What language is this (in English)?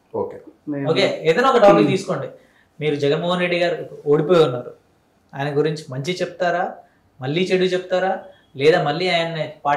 Telugu